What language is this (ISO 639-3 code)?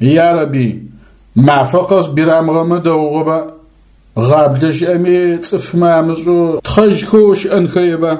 ady